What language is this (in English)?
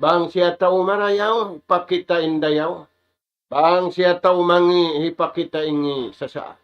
Tausug